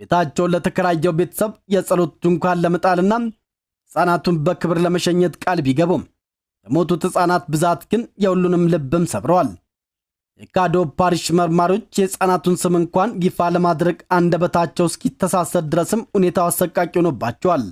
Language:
Amharic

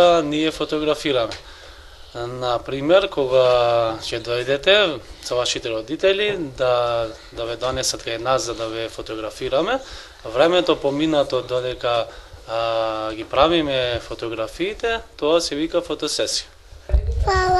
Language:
Macedonian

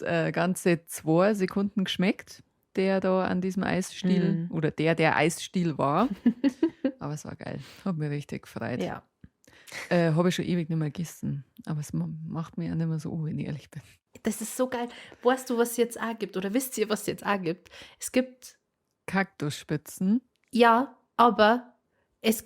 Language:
Bavarian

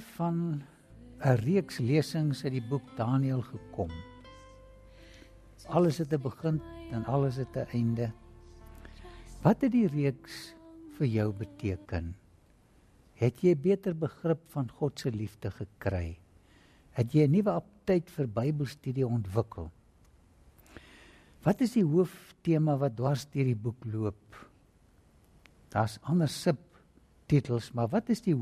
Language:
Afrikaans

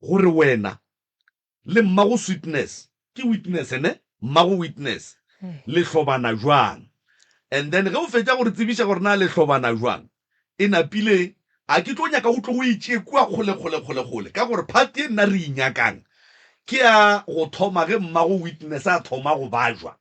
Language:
Northern Sotho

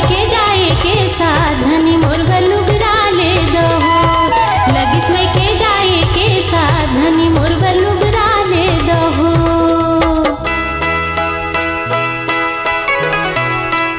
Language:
Chhattisgarhi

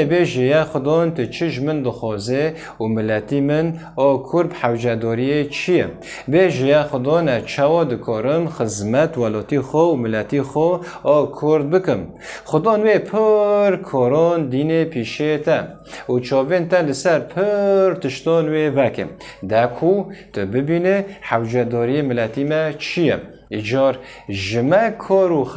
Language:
Kurdish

